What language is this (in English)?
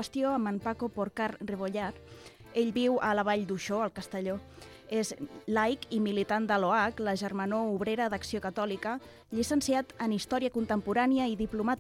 Catalan